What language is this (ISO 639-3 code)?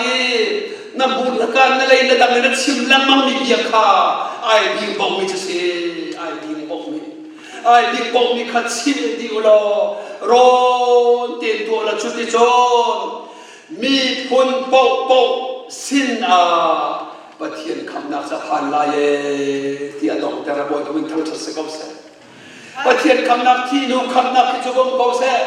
cnh